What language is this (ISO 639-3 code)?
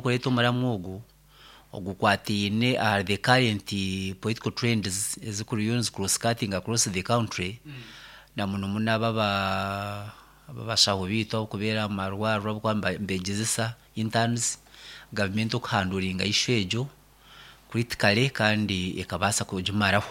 nyn